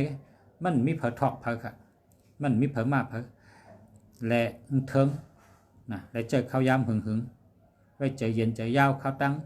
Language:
Shan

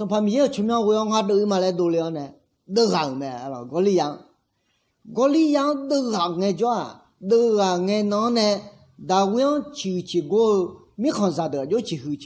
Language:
Akha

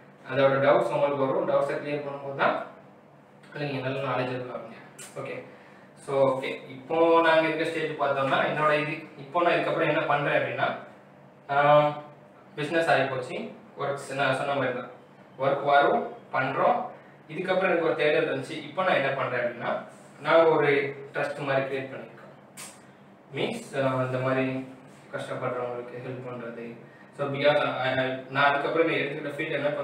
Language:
Tamil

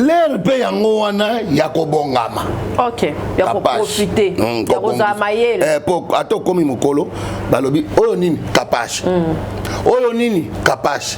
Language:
Lingala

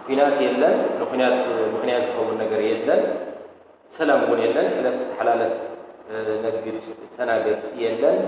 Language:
Tigrinya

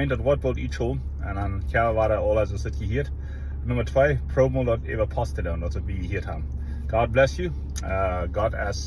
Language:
Plautdietsch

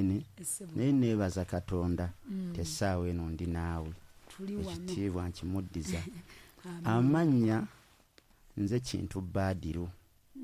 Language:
Ganda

